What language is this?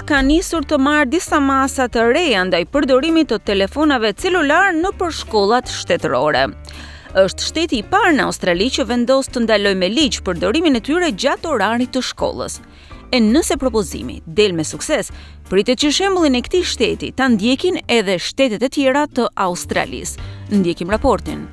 Albanian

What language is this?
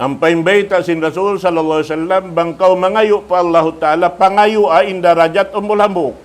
Tausug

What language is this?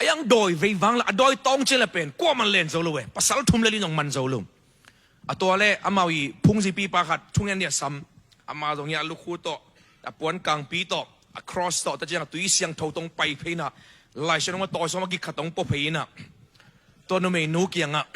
Tedim Chin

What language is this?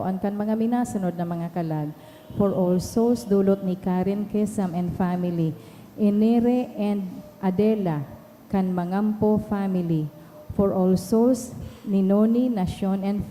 Bikol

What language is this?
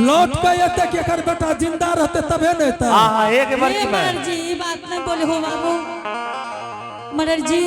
Angika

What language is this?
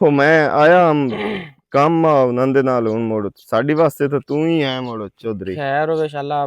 Western Panjabi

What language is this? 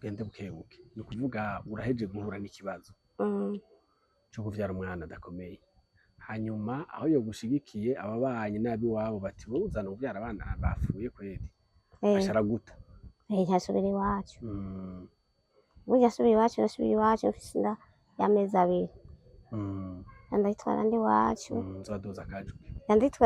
Rundi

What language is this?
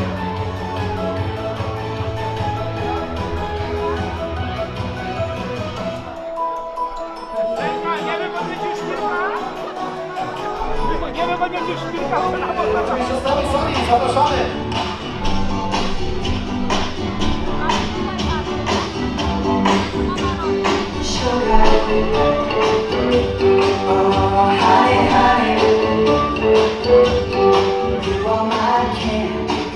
Polish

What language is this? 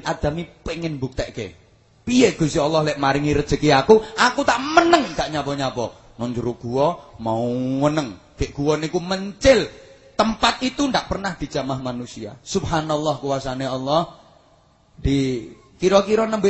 Javanese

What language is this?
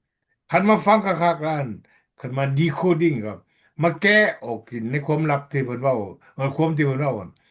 Lao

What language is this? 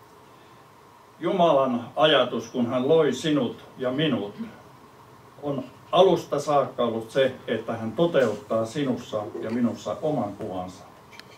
Finnish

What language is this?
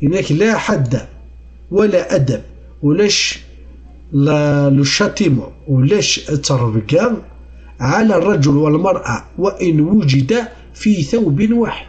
Kabyle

